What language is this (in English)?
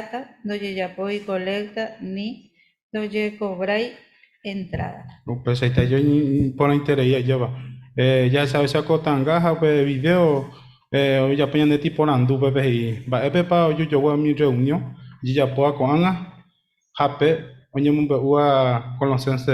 Guarani